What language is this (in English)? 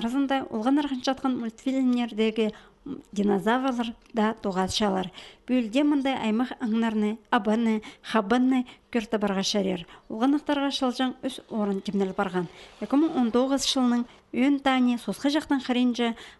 Khakas